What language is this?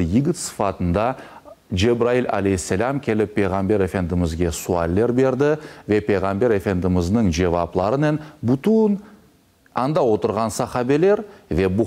Crimean Tatar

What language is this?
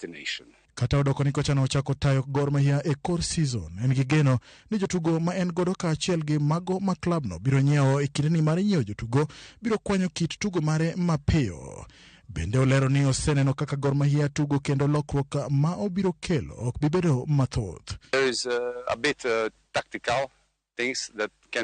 Luo (Kenya and Tanzania)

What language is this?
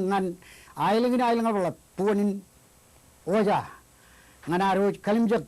Marshallese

